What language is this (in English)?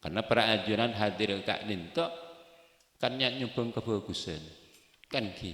Madurese